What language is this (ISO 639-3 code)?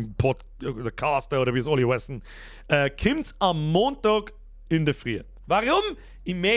bar